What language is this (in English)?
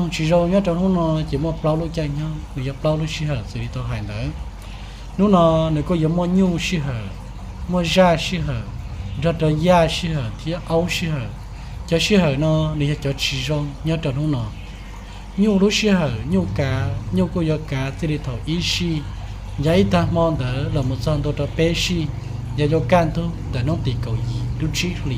Hmong